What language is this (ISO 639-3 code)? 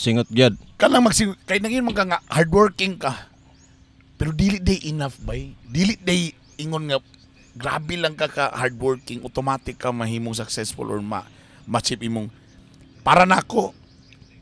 ceb